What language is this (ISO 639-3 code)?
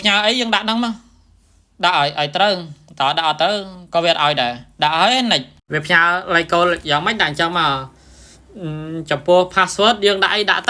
khm